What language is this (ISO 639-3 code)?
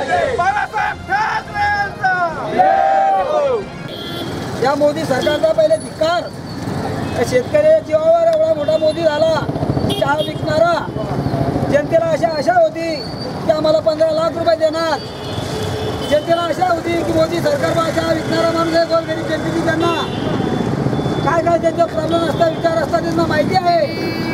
mar